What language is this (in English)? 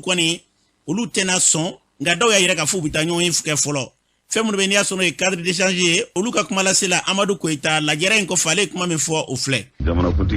Bambara